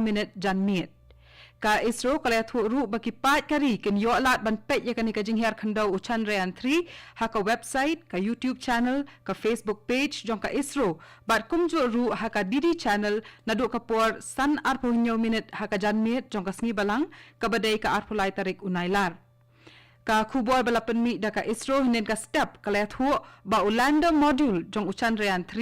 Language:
Khasi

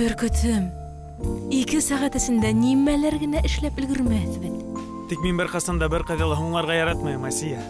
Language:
Bashkir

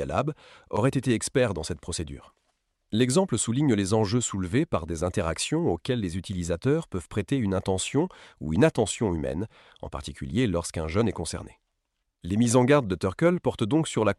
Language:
French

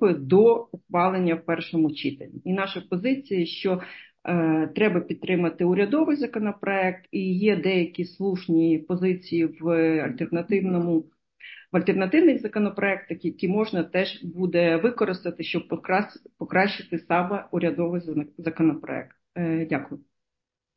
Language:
Ukrainian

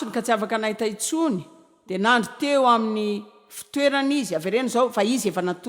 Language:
Malagasy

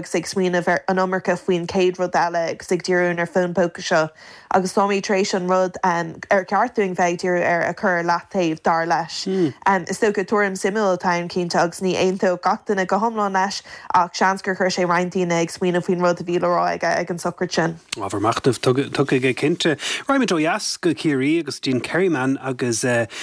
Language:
Irish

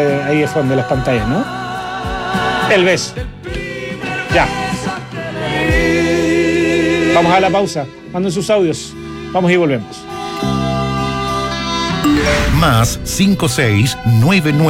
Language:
Spanish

